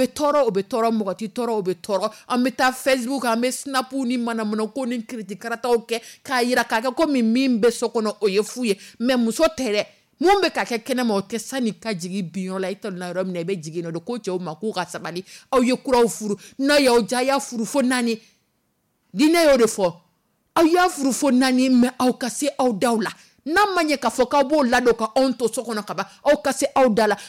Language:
Dyula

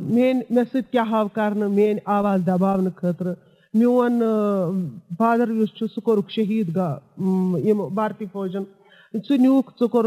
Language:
Kashmiri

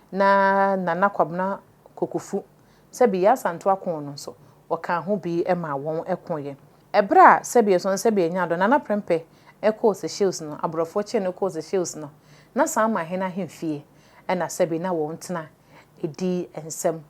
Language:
Akan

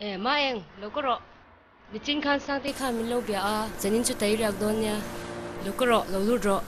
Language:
Mizo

